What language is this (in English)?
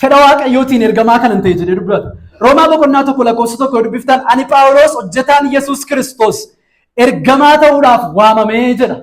Oromo